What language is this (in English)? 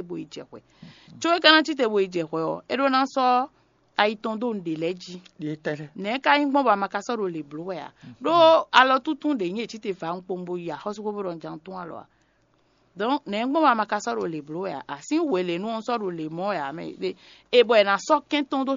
Fon